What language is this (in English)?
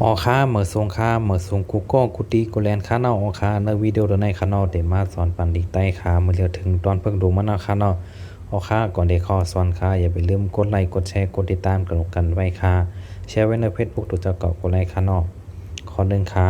Shan